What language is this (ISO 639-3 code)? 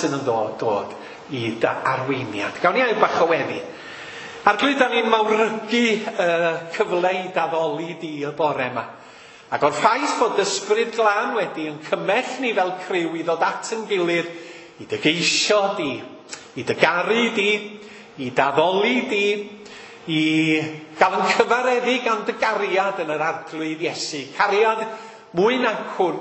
cym